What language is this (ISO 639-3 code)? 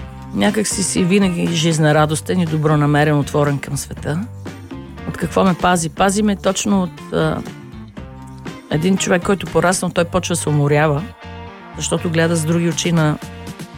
bul